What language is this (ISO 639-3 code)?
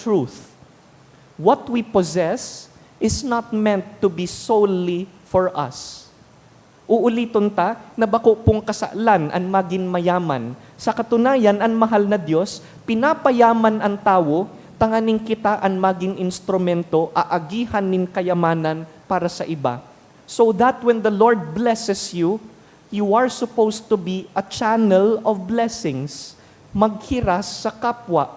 bik